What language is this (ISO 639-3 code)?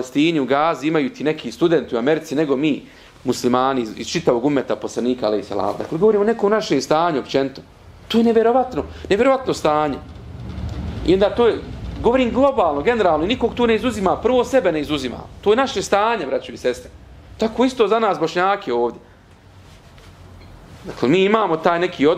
bos